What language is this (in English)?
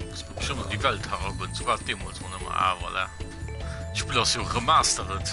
Luxembourgish